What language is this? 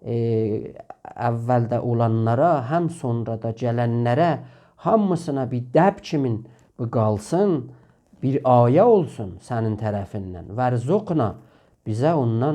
South Azerbaijani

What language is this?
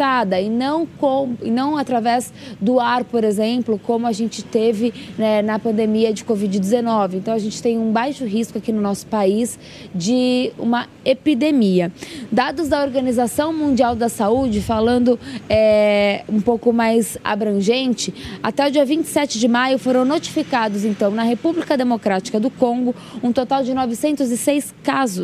Portuguese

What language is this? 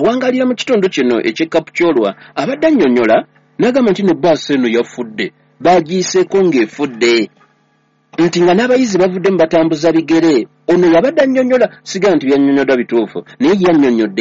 Ganda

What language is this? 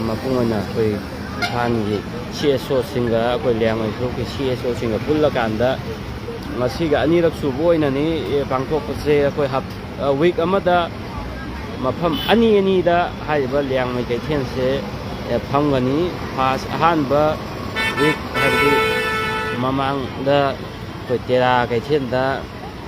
Manipuri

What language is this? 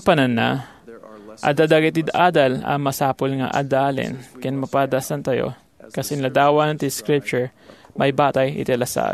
Iloko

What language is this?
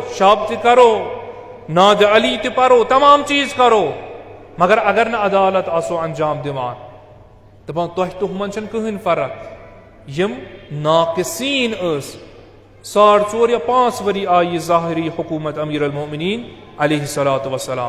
Kashmiri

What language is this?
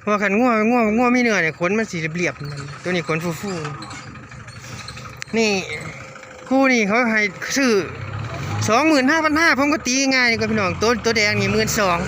Northeastern Thai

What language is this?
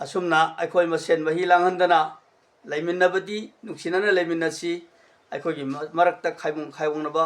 Manipuri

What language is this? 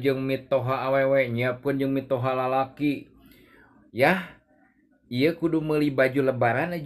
Sundanese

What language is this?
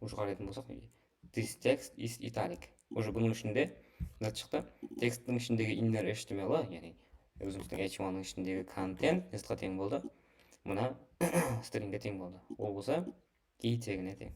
Kara-Kalpak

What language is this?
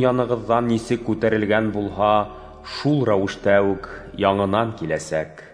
Bashkir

